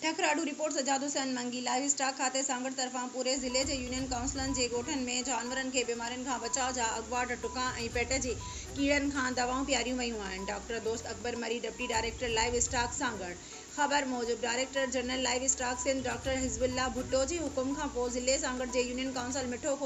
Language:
Sindhi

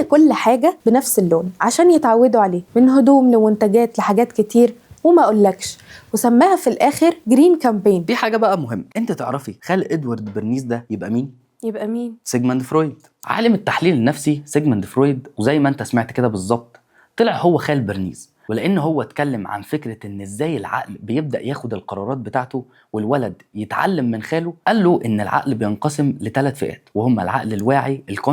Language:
Egyptian Arabic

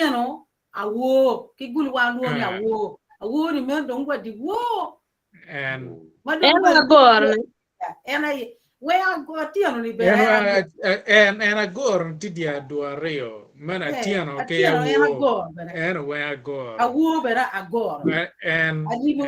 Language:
Acoli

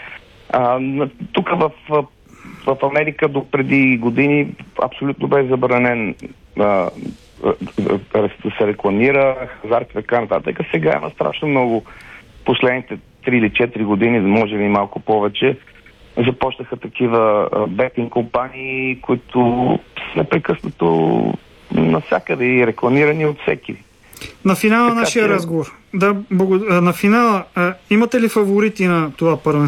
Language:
Bulgarian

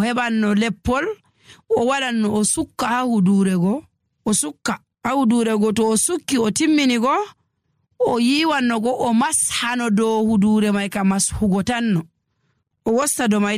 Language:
Nigerian Fulfulde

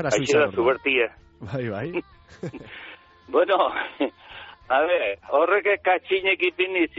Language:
Basque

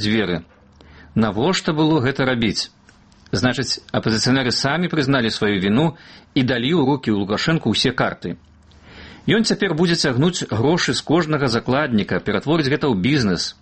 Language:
Belarusian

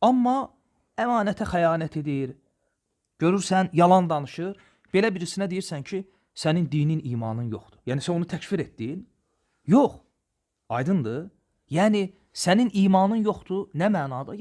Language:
Azerbaijani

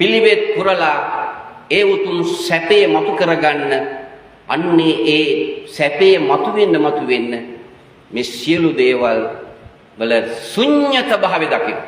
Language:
Sinhala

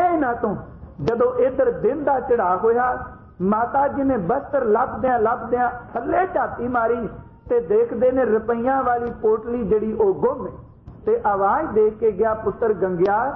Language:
Punjabi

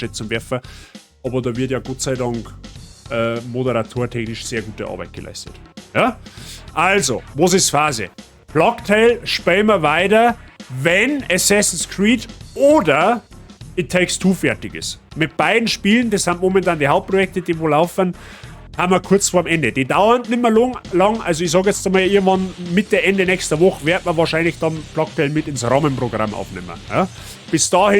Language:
Bavarian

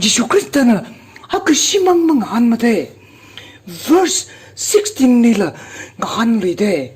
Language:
Tangkhul Naga (India)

